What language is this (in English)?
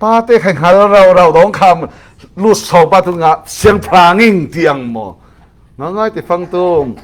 Falam Chin